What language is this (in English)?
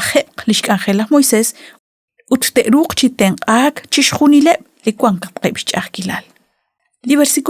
Kekchí